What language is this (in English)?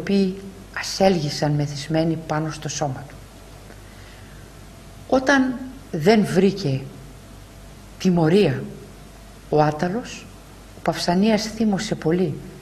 Greek